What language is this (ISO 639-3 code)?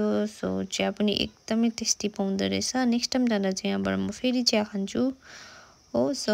nep